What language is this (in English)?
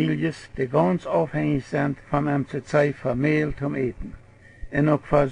Plautdietsch